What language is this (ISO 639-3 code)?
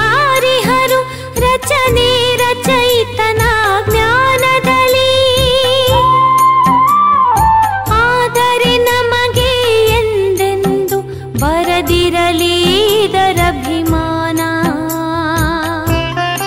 kan